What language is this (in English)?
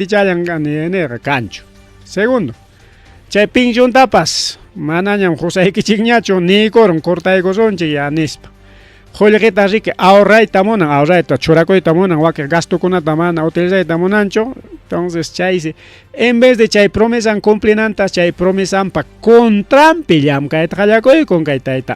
Ayacucho Quechua